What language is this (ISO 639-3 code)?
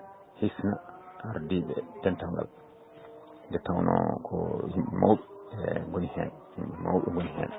ful